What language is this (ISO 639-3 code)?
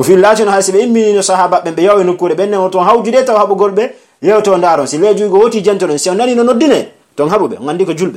fuf